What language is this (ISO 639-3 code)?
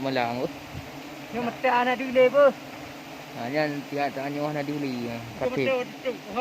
ace